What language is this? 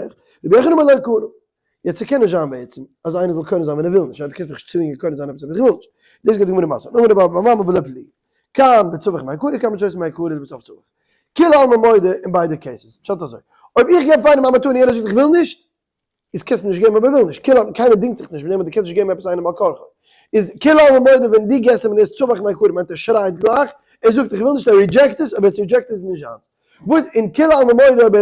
Yiddish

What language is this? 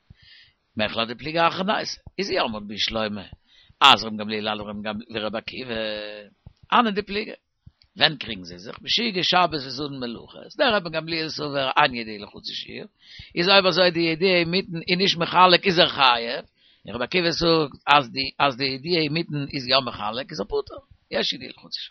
Yiddish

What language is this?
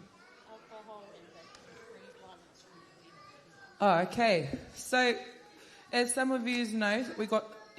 Māori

